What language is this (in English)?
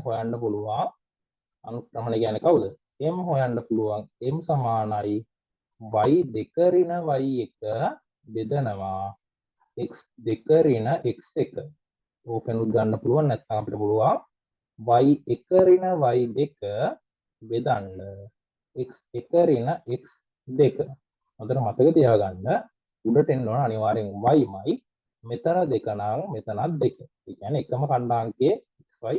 Sinhala